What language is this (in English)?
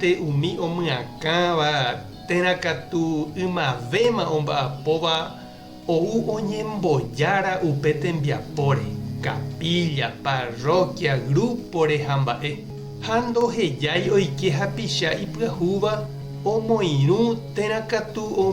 Guarani